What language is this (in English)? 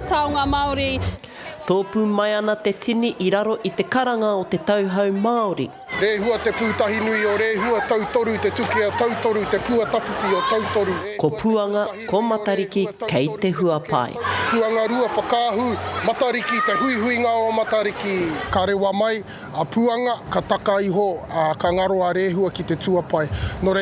Māori